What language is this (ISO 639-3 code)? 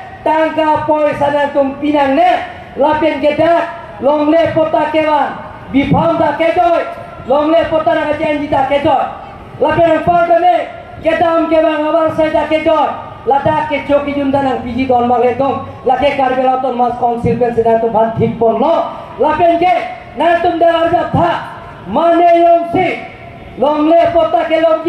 mjw